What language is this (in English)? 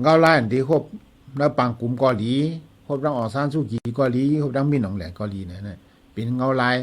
Shan